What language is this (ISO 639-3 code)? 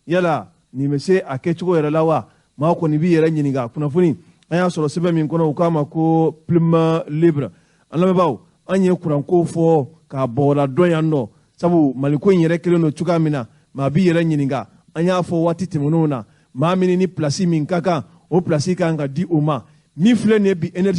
bam